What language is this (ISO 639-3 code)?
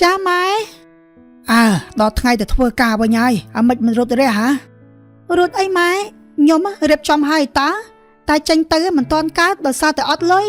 khm